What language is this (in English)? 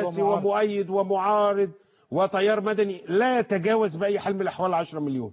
Arabic